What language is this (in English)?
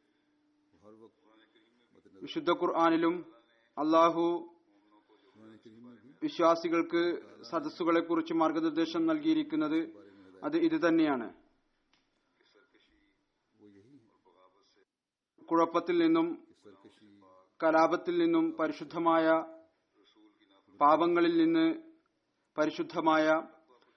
Malayalam